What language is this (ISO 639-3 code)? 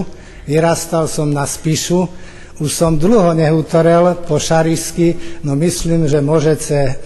rue